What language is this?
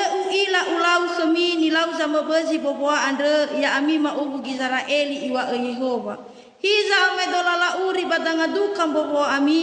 Nias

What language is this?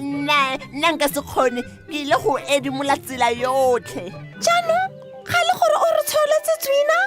Tswana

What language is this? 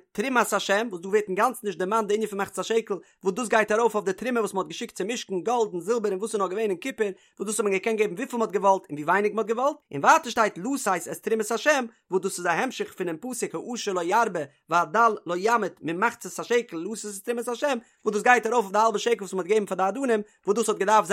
Yiddish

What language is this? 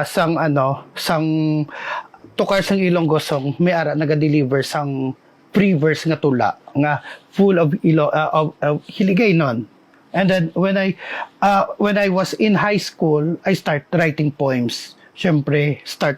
Hiligaynon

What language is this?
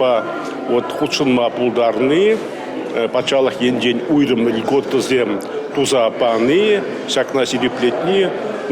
Chuvash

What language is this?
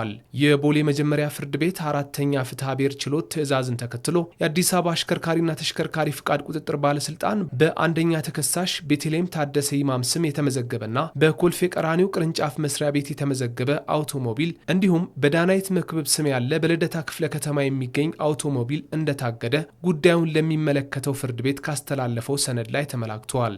Amharic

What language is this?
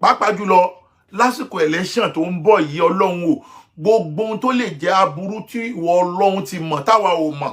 Yoruba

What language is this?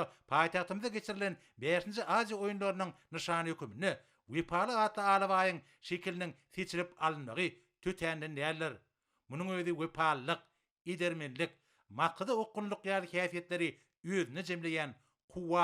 Turkmen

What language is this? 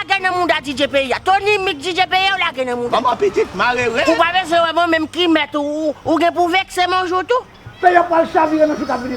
Haitian Creole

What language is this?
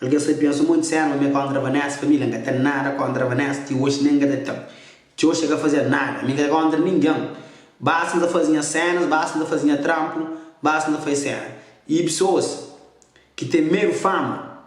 Kabuverdianu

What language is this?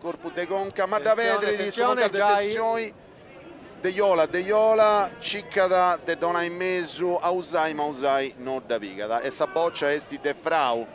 Sardinian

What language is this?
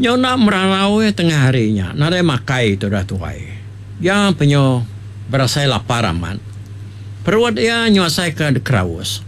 Iban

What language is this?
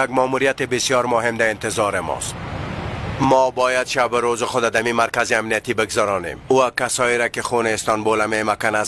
Persian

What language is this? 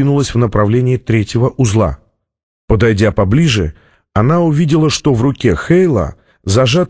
Russian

